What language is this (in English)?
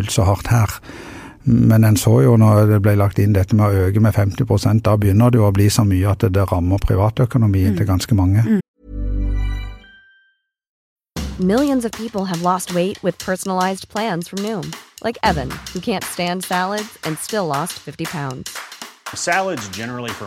Norwegian